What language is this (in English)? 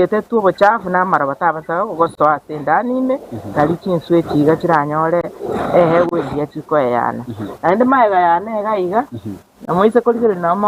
Gusii